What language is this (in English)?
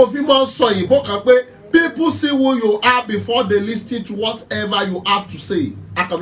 Yoruba